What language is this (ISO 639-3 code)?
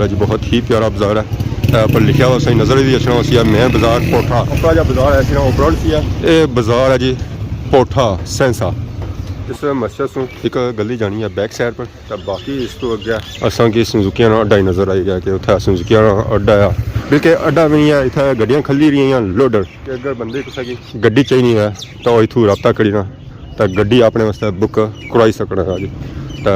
phr